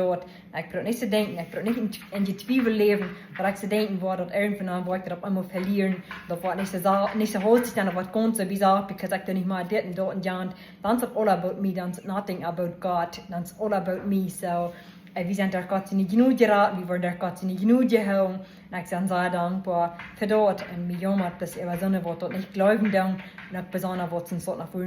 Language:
Plautdietsch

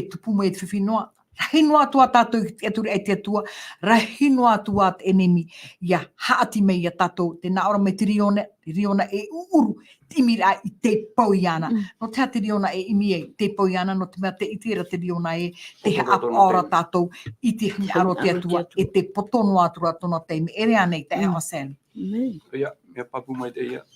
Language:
Tahitian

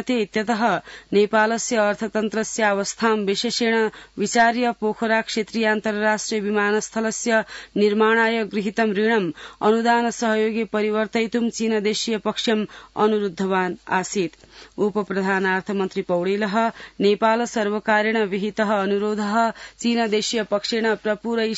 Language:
Sanskrit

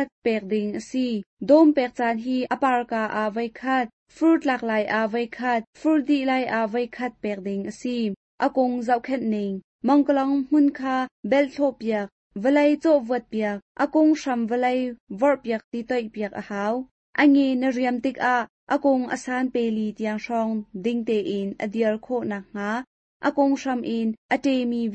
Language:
Hakha Chin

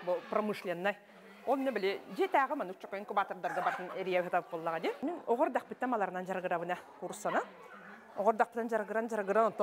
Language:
Yakut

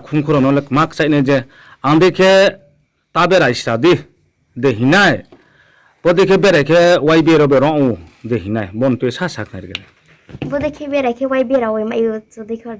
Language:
Riang (India)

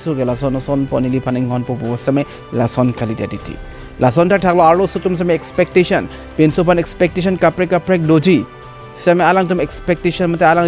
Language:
Karbi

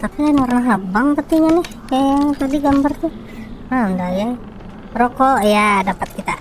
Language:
Banjar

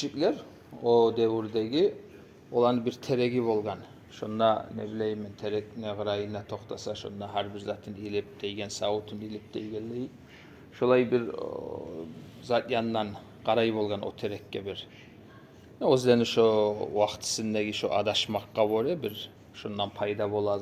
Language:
Kumyk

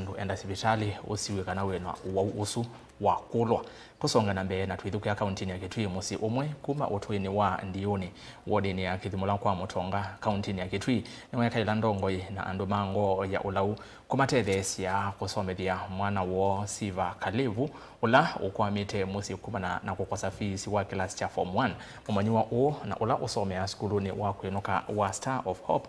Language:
Kamba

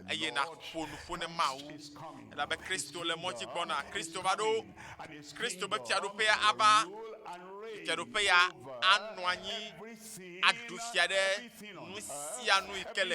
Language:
Ewe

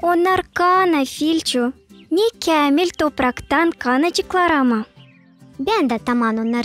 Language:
Gagauz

